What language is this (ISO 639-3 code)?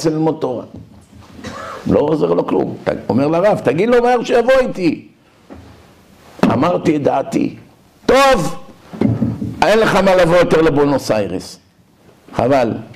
heb